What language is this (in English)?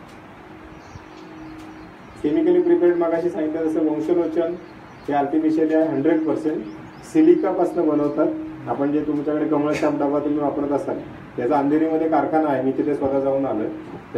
Marathi